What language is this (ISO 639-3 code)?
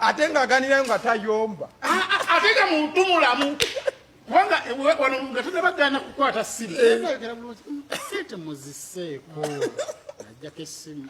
lug